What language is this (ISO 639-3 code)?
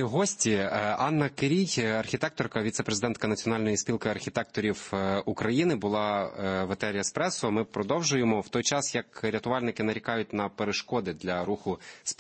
ukr